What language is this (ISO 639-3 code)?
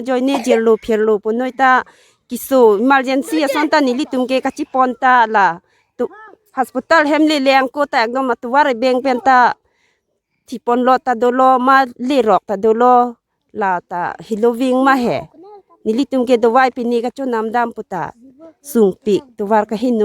mjw